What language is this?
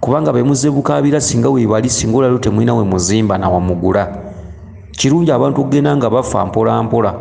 Ganda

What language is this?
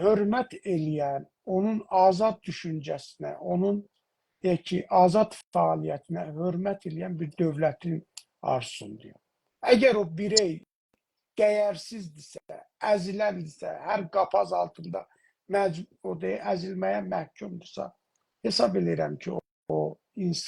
South Azerbaijani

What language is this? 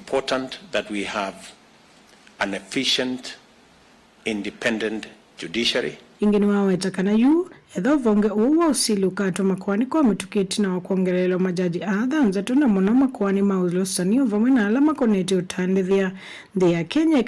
Kamba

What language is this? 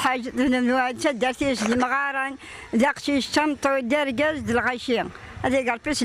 Kabyle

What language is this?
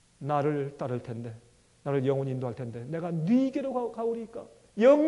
Korean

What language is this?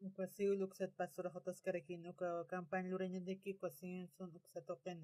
Aymara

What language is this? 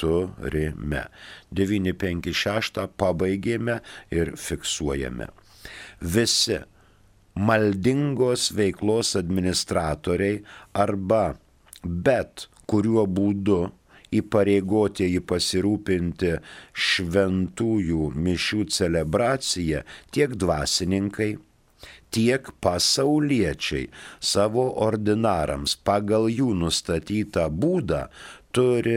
Lithuanian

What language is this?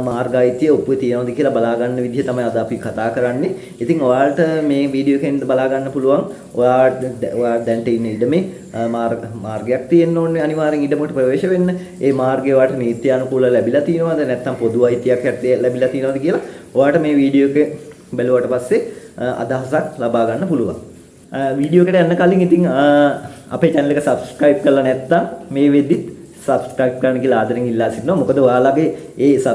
Sinhala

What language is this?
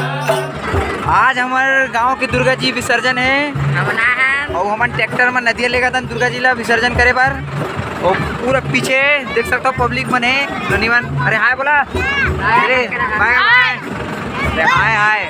Chhattisgarhi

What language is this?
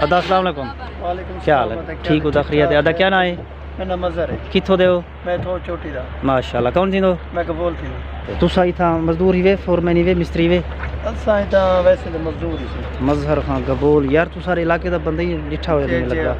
Saraiki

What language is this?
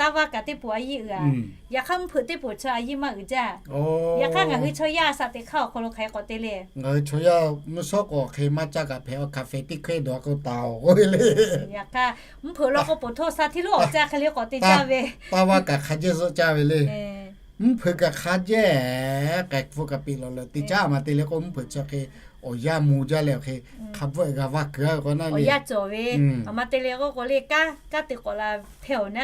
Lahu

